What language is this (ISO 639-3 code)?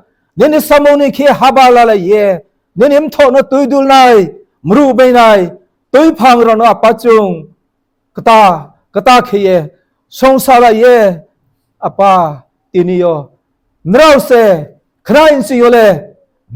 ria